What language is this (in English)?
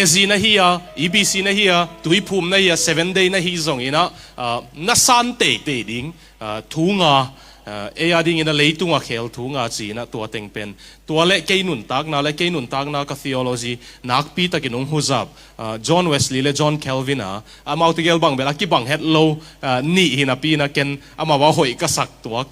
Tedim Chin